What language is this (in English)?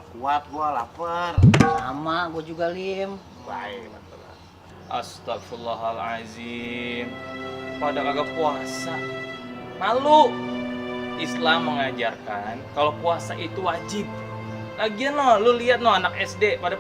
Betawi